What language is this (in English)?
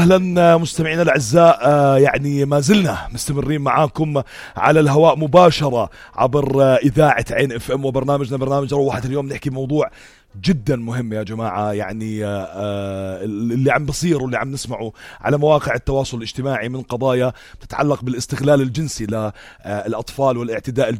North Levantine Arabic